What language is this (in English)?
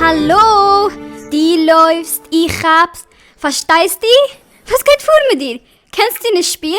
Yiddish